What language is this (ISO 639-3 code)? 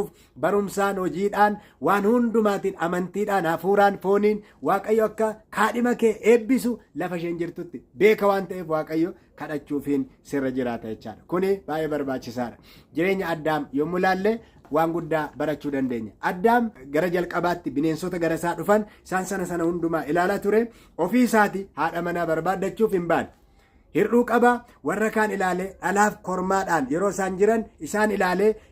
orm